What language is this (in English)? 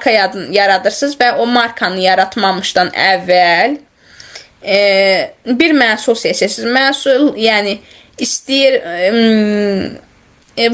Azerbaijani